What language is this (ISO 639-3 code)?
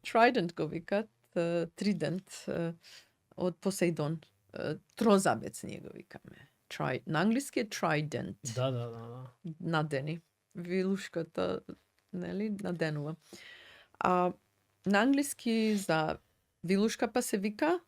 mkd